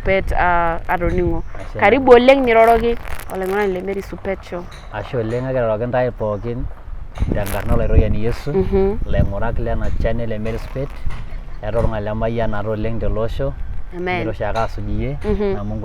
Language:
Masai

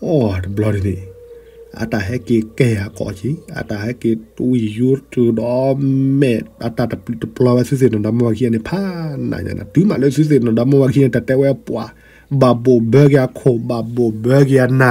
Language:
S'gaw Karen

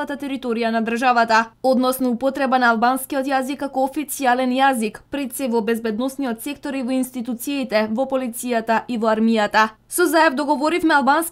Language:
Macedonian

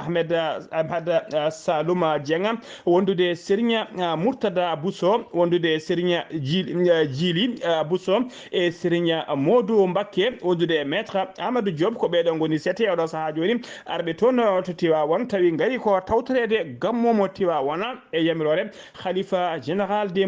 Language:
Fula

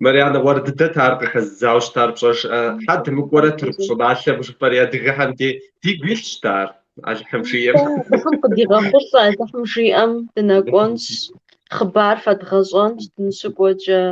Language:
Kabardian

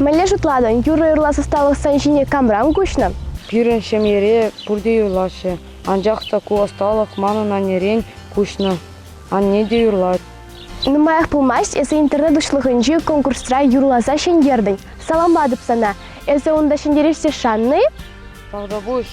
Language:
Chuvash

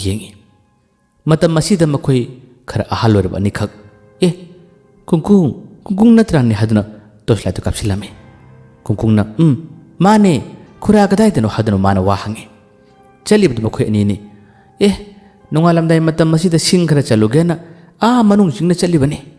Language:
Manipuri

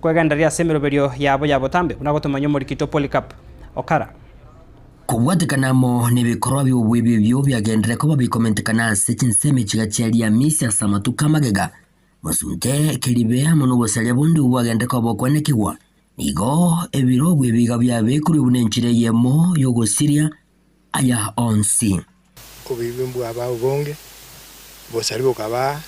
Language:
Gusii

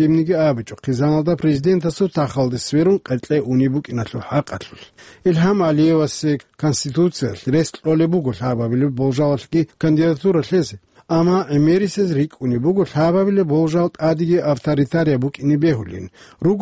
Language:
Avaric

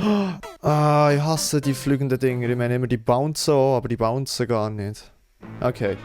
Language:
Swiss German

